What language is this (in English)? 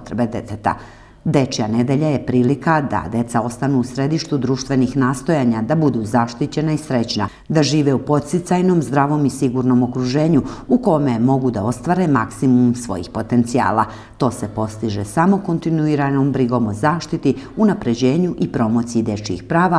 Serbian